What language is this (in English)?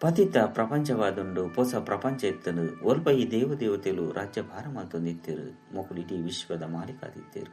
Tulu